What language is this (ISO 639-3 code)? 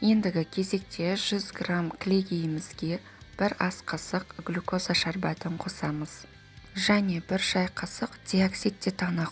kaz